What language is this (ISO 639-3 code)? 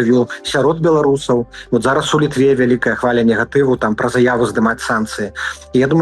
bel